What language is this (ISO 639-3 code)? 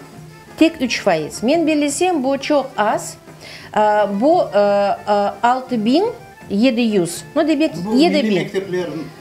crh